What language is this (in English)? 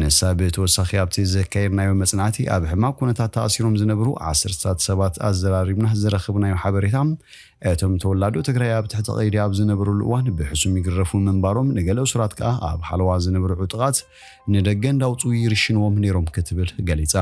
Tigrinya